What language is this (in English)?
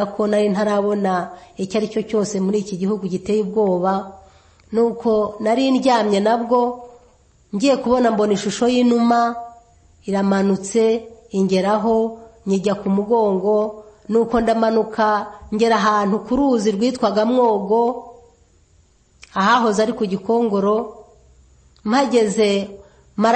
Kinyarwanda